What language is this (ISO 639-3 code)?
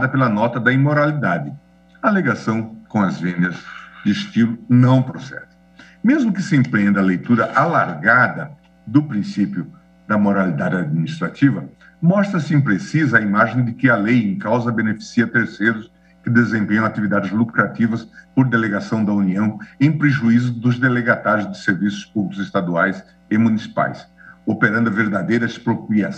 por